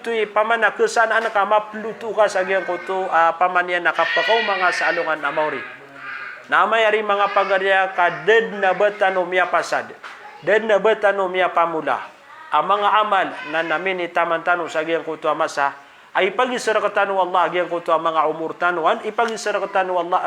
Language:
Maranao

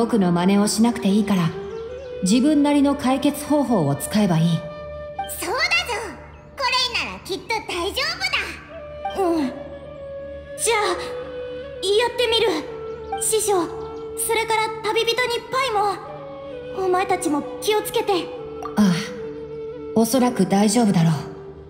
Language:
Japanese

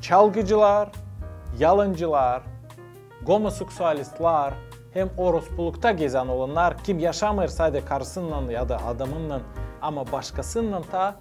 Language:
Gagauz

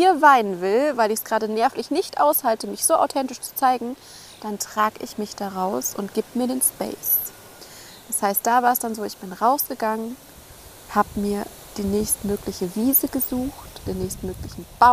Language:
German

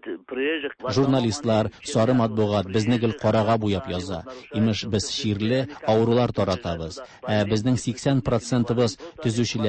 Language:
Tatar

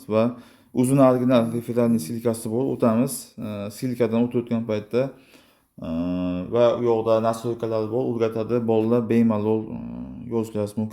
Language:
Uzbek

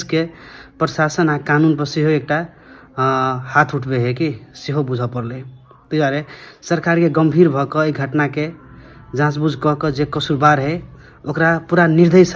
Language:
Maithili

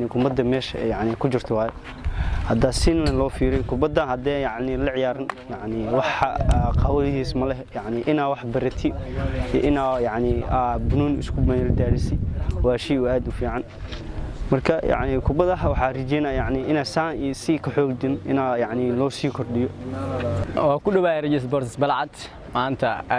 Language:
Somali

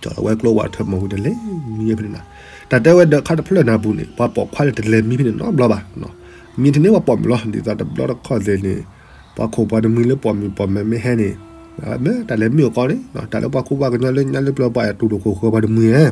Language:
S'gaw Karen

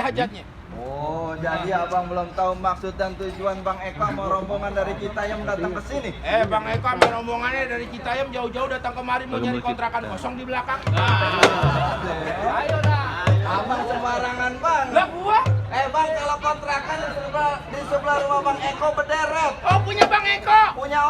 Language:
Betawi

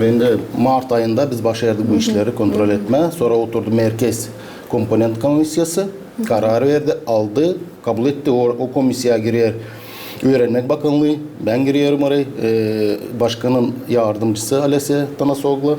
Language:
Gagauz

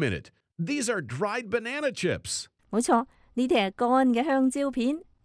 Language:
Cantonese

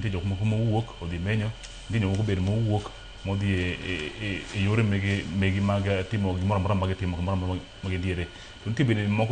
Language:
Luo (Kenya and Tanzania)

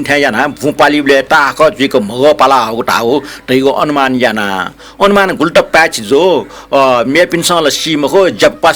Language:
Newari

